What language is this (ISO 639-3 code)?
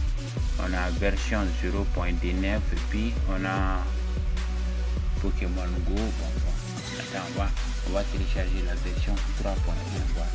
fra